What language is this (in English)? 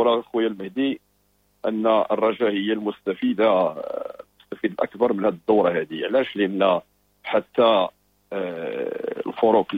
Moroccan Arabic